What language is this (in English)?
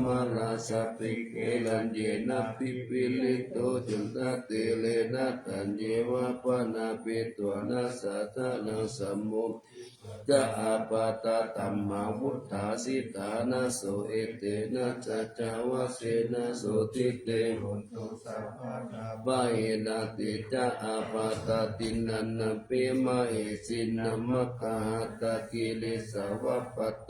Pali